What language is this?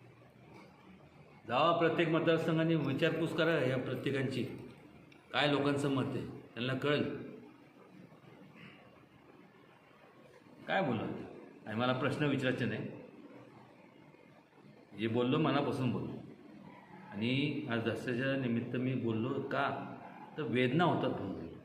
Marathi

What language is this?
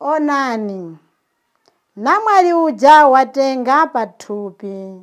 Nyanja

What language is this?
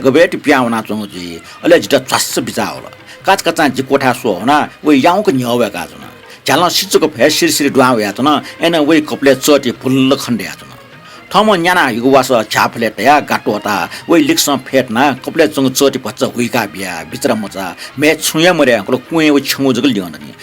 Newari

